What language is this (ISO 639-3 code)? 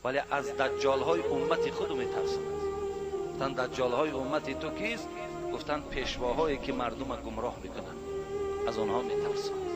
tgk